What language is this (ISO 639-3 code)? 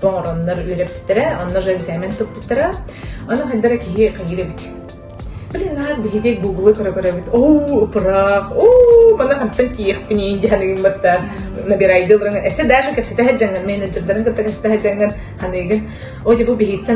sah